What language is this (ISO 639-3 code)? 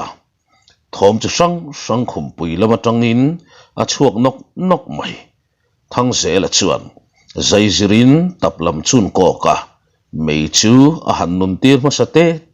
lus